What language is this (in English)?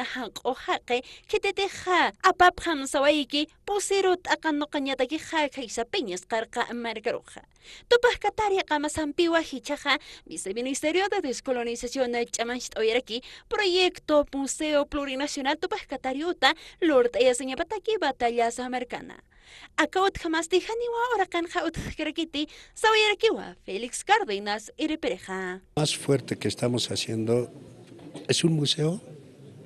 Aymara